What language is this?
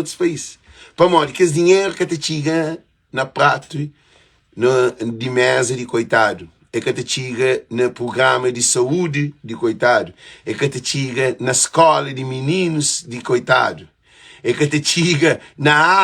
Kabuverdianu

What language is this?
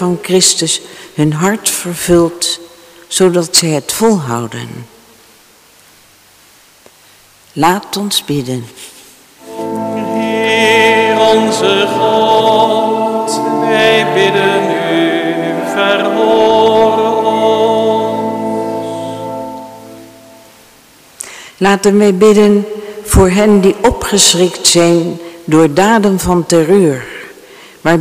Dutch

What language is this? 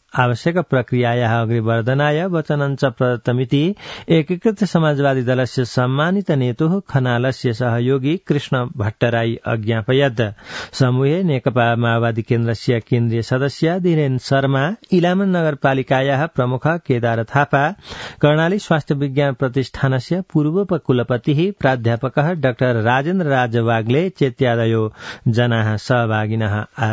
Sanskrit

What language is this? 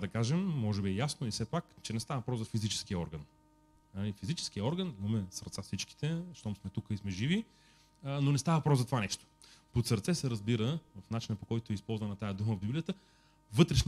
Bulgarian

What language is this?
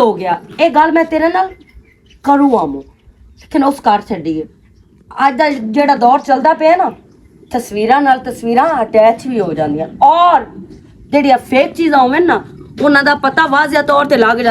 Western Panjabi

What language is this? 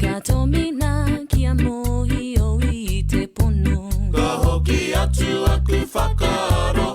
Māori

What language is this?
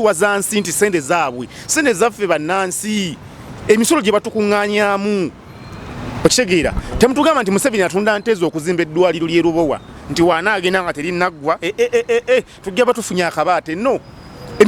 Ganda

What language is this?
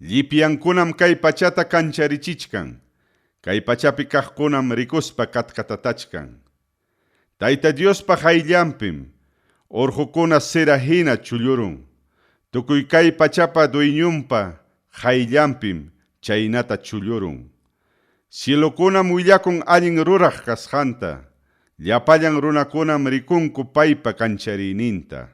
Ayacucho Quechua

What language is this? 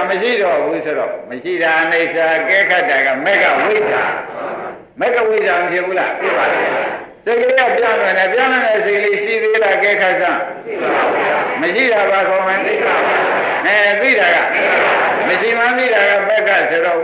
Burmese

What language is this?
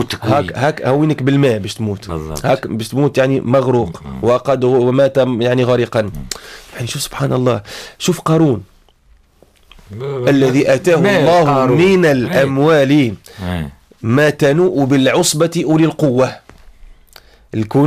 Tunisian Arabic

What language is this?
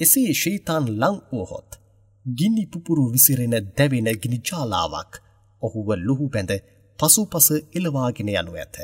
Sinhala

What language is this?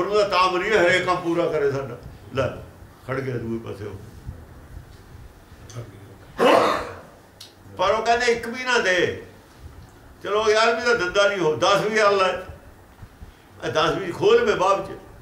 Punjabi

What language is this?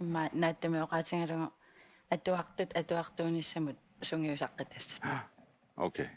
Kalaallisut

